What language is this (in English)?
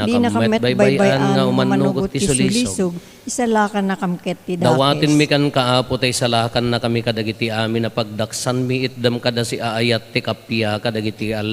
Iloko